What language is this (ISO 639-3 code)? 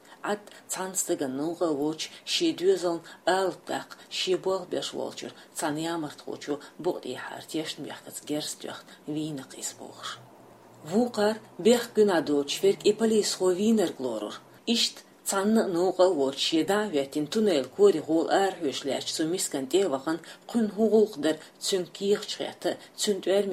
che